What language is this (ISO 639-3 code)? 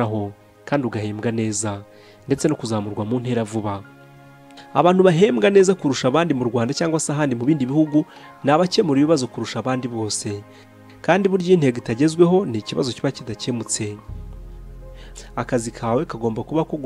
kin